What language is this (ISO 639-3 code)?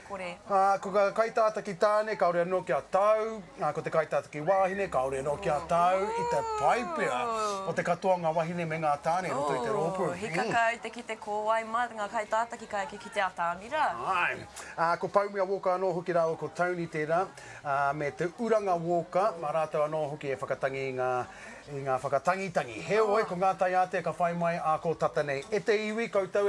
mri